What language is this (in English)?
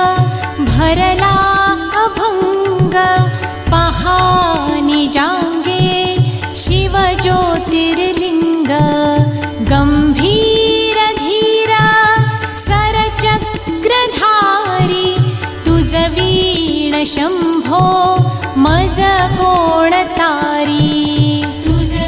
Marathi